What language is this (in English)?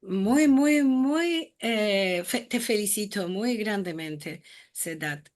Ladino